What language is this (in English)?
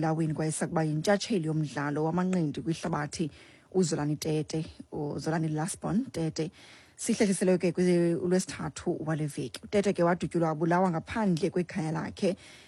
Xhosa